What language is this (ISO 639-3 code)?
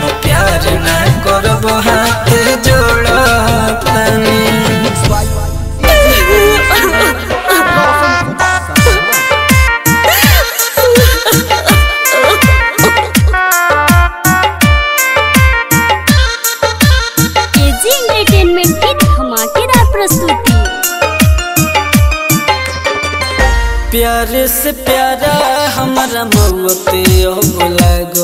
bho